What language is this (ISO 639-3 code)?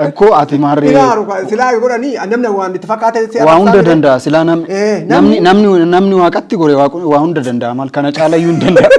orm